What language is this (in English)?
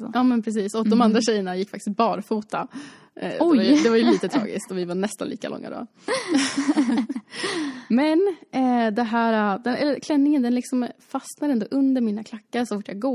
Swedish